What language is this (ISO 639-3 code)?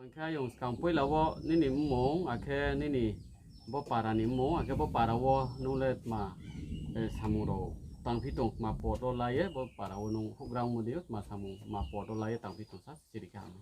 ria